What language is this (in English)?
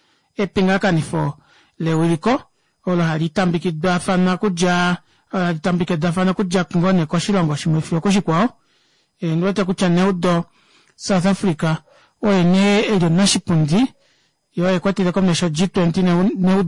Kuanyama